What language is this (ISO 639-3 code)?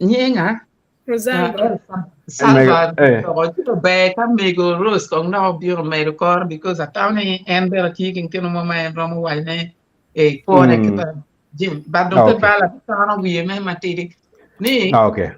ach